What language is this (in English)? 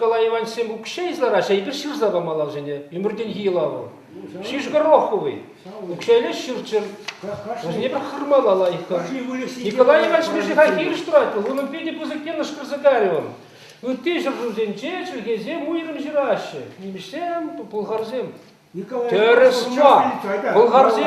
Chuvash